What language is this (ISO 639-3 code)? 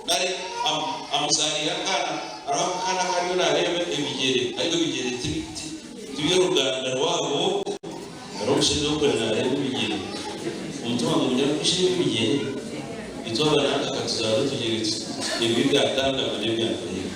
nyn